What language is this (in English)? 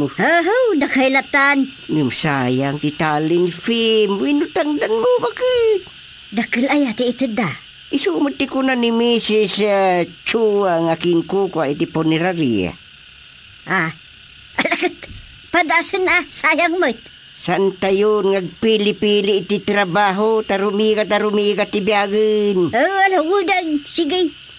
Iloko